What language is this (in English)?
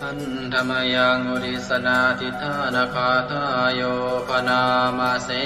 Pali